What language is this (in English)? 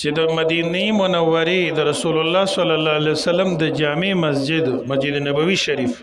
Pashto